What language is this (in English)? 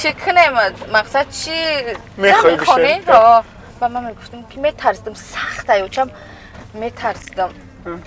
Tajik